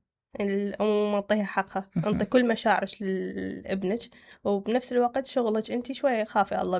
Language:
Mesopotamian Arabic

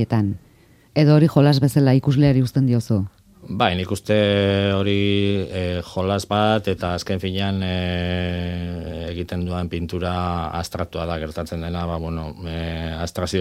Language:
Basque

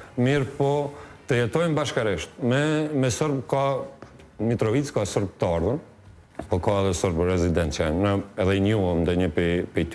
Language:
Albanian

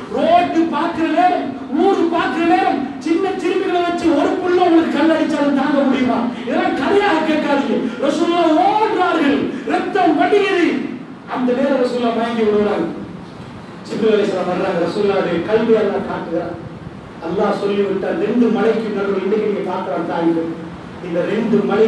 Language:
Tamil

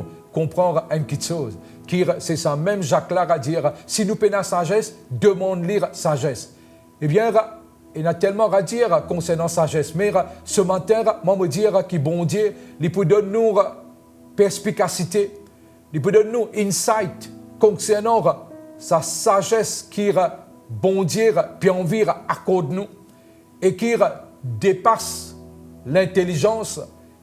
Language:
Morisyen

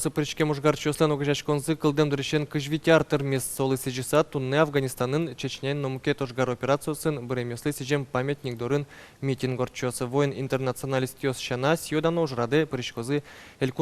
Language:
Udmurt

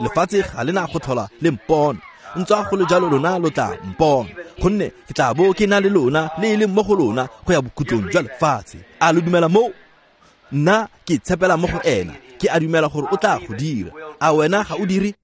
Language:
Tswana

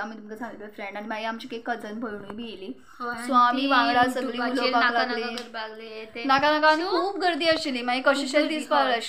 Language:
Konkani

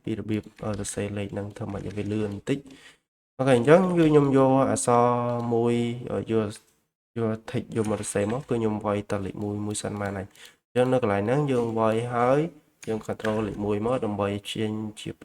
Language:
Khmer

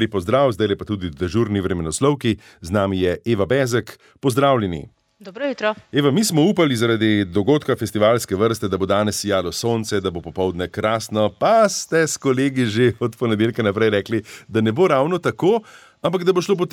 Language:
Slovenian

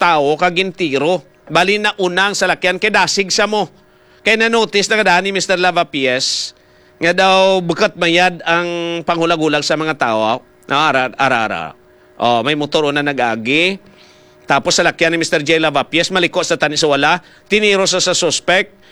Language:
Hiligaynon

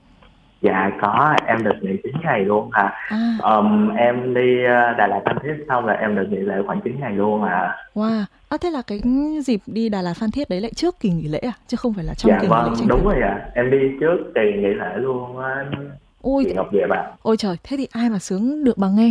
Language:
Vietnamese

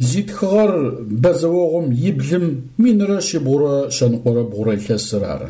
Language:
Adyghe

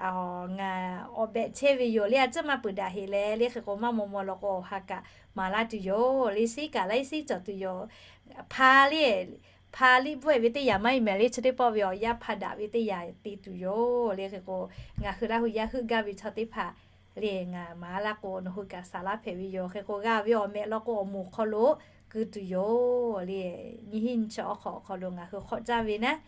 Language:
Lahu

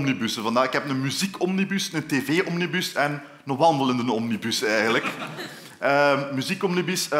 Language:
Dutch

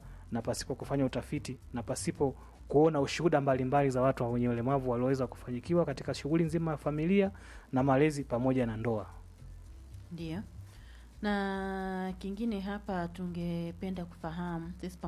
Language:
Swahili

